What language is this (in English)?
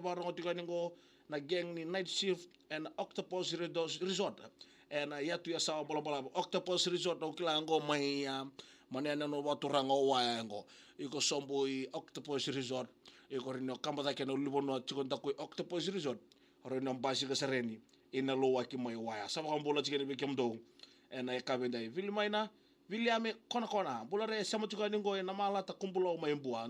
Fijian